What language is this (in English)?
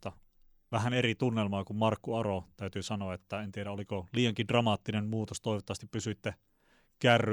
Finnish